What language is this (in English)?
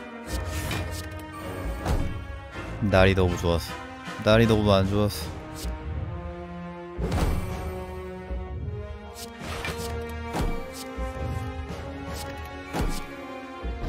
Korean